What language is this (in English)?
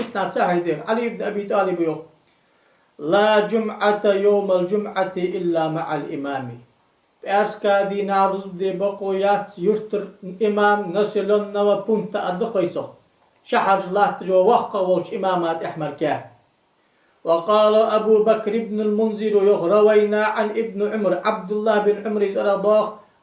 Ingush